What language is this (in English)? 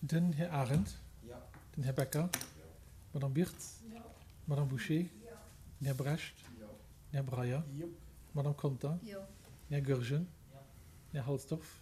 Luxembourgish